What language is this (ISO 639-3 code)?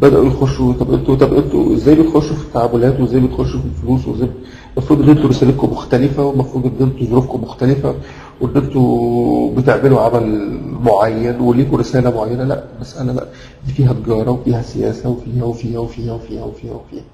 arz